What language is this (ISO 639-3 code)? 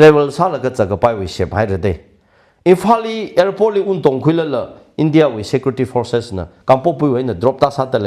nmf